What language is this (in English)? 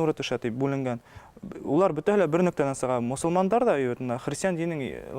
Bashkir